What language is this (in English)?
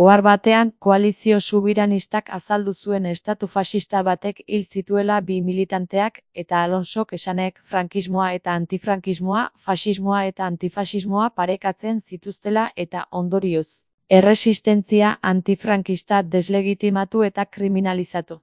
Basque